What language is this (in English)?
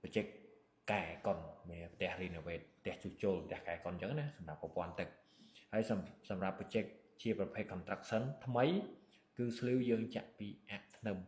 Khmer